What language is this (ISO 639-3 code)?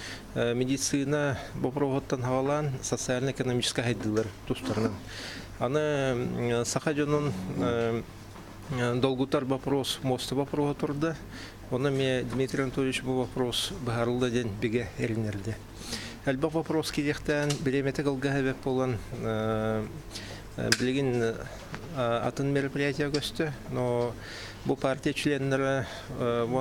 sah